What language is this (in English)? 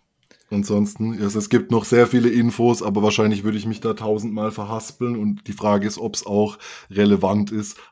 German